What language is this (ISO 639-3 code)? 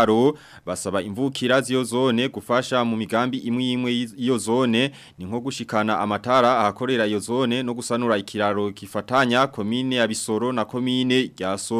run